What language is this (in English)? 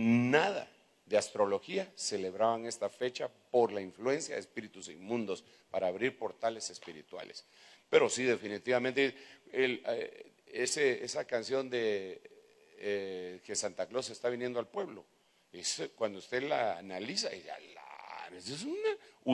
Spanish